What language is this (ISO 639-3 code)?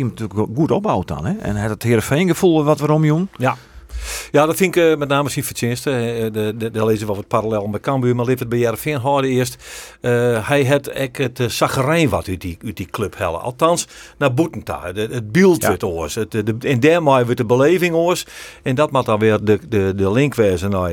fry